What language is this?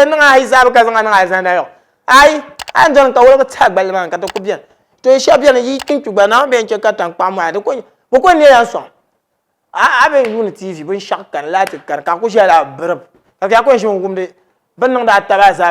Dagbani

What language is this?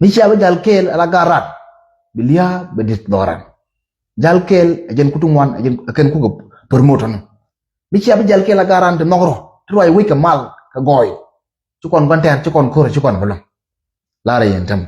Nuer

